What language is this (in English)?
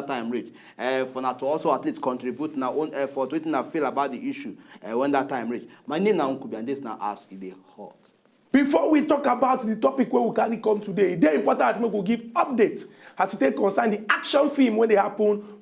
Nigerian Pidgin